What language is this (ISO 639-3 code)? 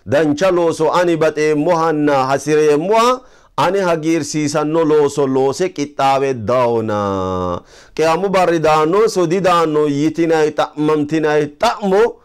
sid